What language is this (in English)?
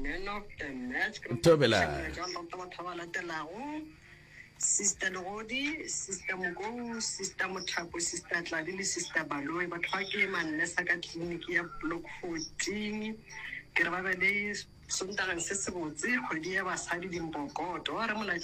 Northern Sotho